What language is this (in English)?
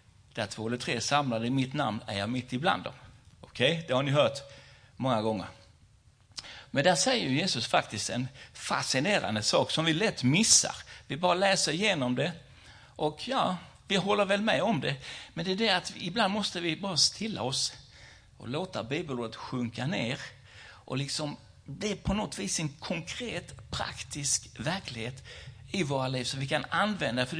Swedish